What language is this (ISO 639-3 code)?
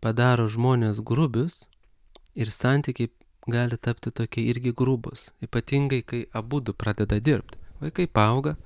lit